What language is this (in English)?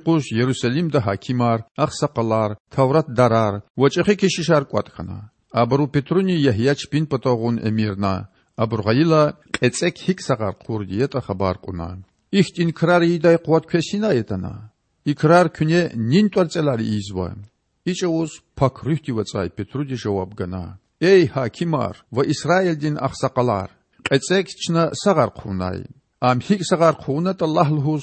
Lezghian